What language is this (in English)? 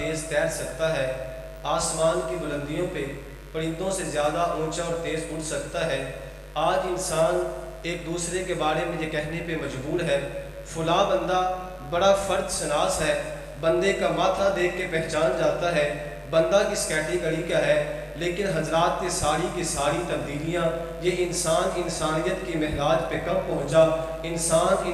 Urdu